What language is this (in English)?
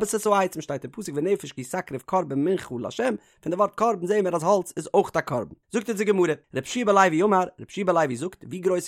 Yiddish